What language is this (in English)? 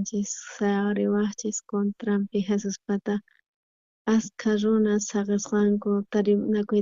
South Bolivian Quechua